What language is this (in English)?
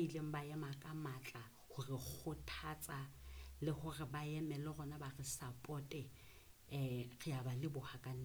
Southern Sotho